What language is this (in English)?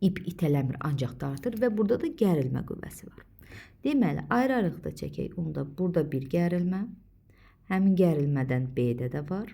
Azerbaijani